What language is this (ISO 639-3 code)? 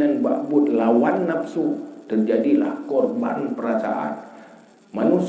ace